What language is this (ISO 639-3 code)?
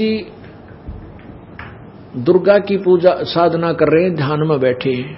hin